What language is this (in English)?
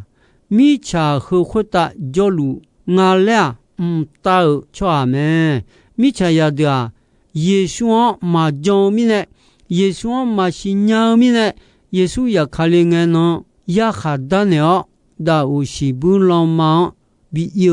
Akha